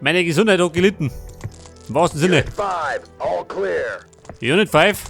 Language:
Bavarian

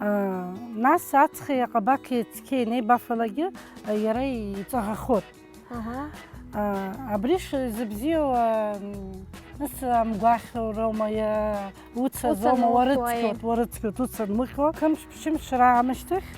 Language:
Abkhazian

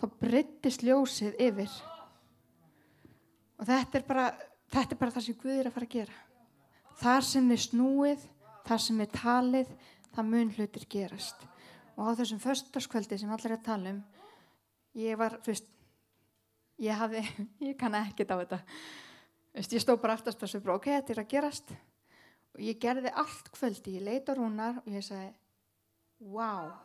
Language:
Icelandic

